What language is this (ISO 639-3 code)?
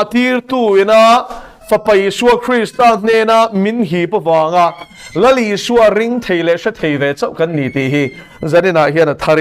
lus